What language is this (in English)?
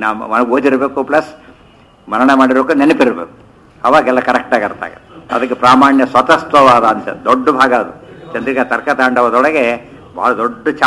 Kannada